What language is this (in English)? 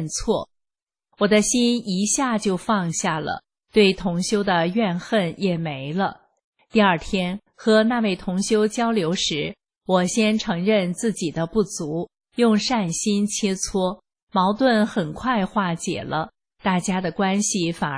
Chinese